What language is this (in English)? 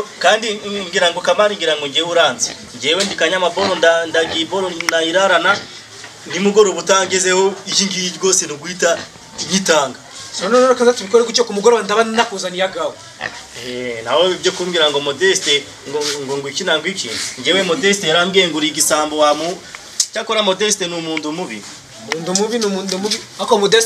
Kinyarwanda